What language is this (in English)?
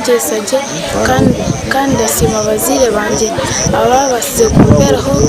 Nyankole